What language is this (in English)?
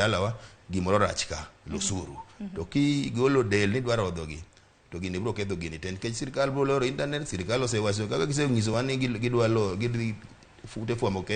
Luo (Kenya and Tanzania)